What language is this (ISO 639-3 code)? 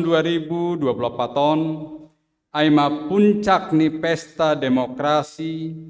bts